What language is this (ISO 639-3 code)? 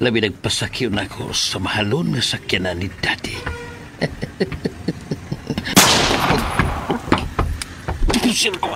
ceb